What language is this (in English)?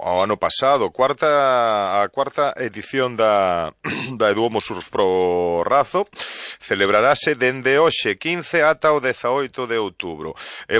Galician